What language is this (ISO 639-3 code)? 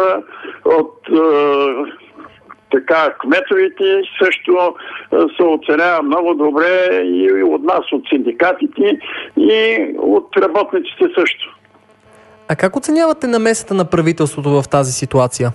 bul